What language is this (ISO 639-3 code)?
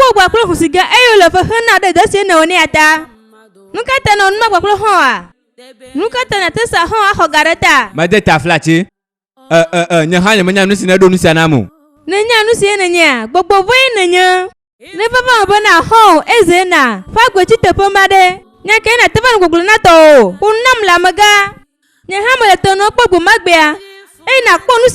ewe